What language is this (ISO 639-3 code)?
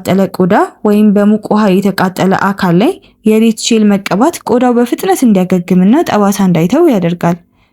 amh